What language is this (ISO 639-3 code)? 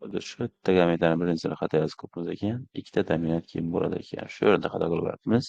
uzb